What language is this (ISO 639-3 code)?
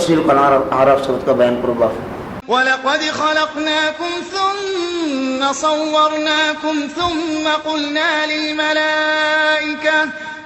div